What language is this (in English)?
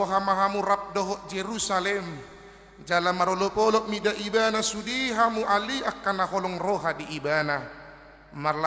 Batak Toba